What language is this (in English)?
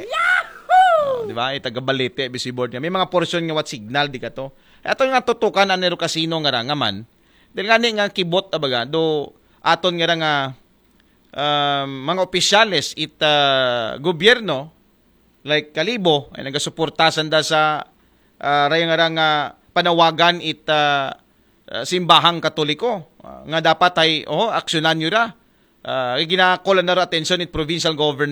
Aklanon